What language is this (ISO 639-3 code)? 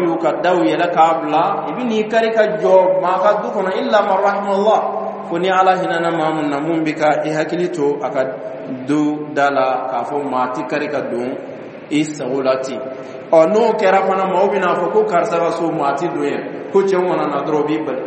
dyu